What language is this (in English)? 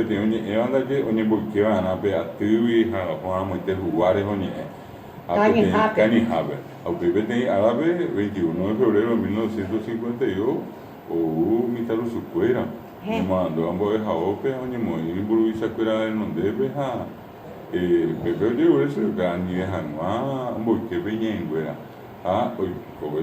Guarani